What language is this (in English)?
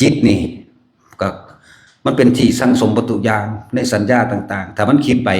Northeastern Thai